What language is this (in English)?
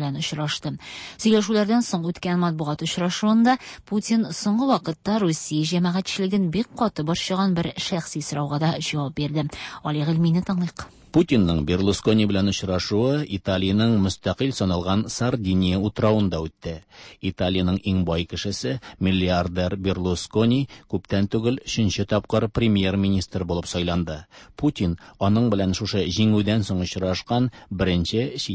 Tatar